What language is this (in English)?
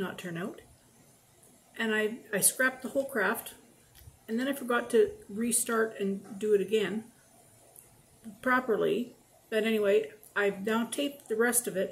English